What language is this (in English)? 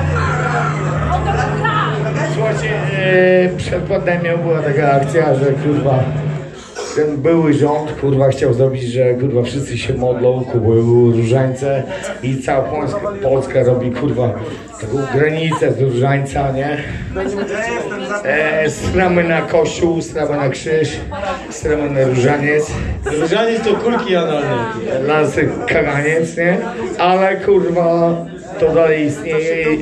Polish